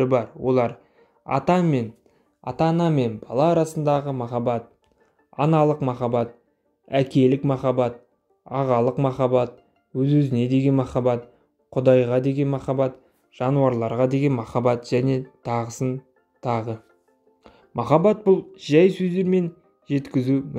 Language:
Kyrgyz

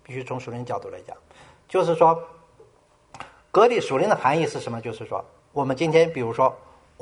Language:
Chinese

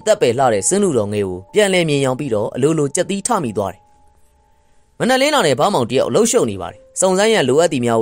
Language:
Burmese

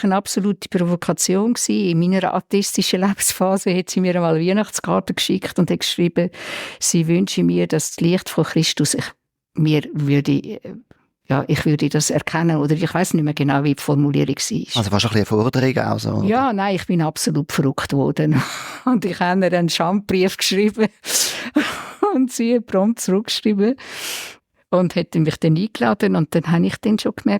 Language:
Swiss German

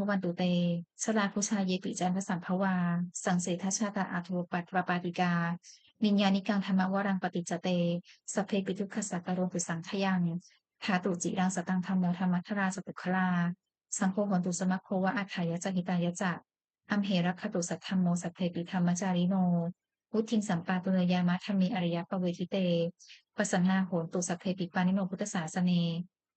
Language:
Pali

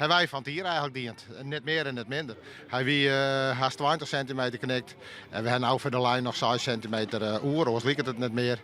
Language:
Western Frisian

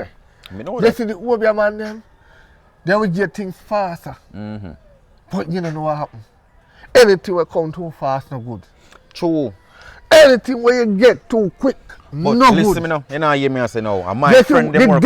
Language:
Jamaican Creole English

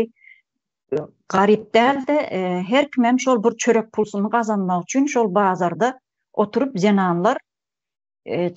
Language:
Turkmen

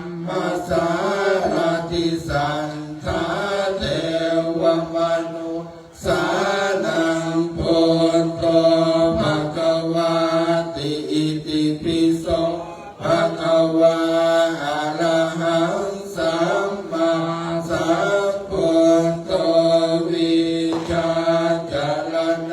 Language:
Pali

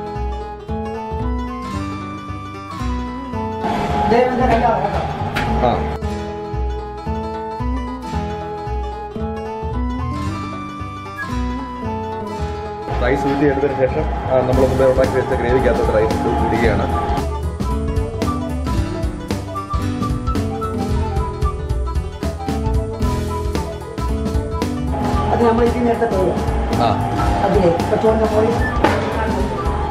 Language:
Malayalam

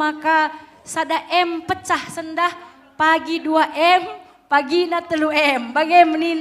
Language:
Batak Karo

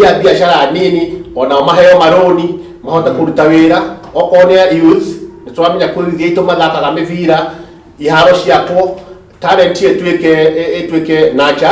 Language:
Kikuyu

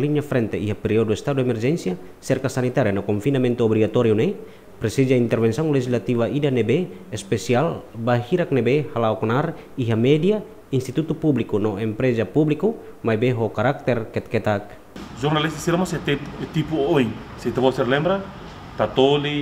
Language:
Tetum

